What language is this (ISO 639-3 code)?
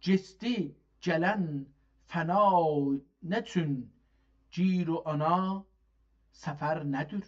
azb